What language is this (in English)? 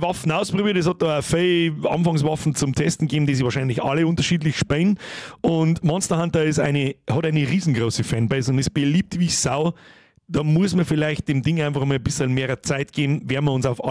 Bavarian